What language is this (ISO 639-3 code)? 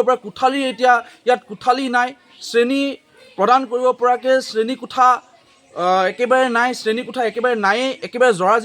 asm